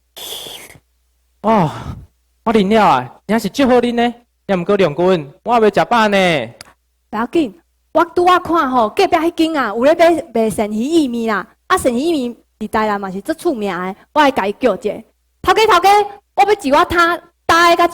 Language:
Min Nan Chinese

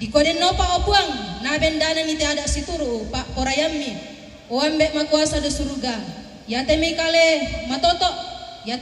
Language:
Toraja-Sa'dan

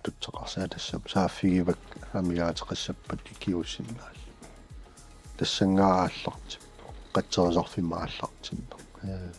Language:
Kalaallisut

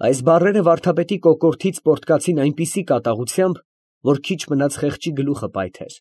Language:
Armenian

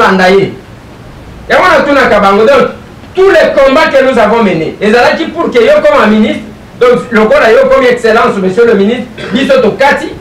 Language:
Lingala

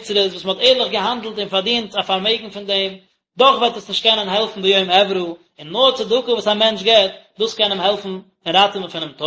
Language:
Yiddish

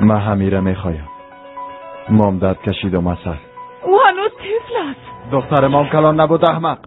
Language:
Tajik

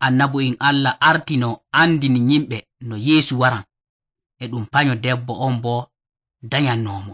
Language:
Nigerian Fulfulde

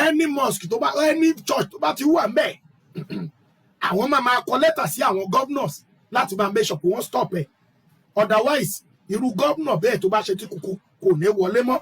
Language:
Yoruba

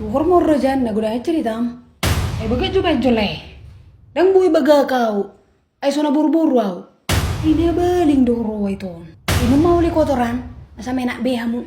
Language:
Batak Toba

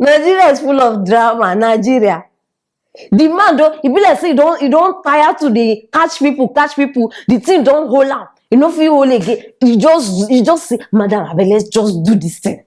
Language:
Nigerian Pidgin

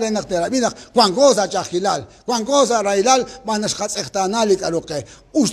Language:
Kekchí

